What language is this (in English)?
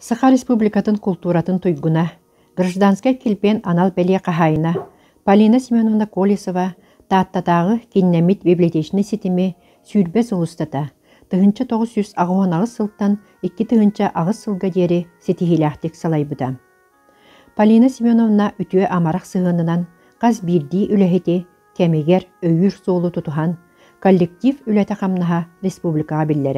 Yakut